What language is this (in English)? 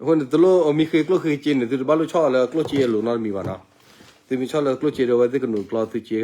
S'gaw Karen